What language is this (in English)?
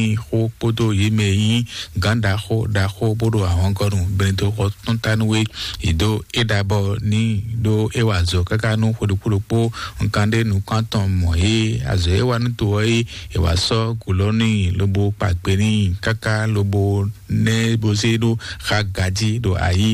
Fon